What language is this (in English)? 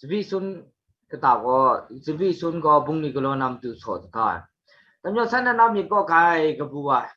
Kachin